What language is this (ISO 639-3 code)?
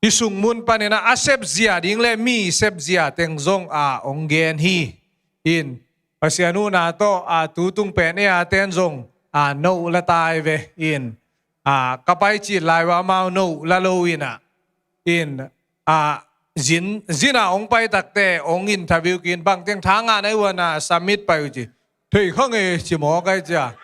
ctd